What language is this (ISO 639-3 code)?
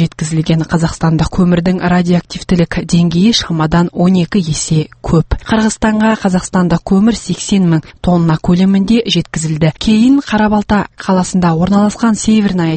kaz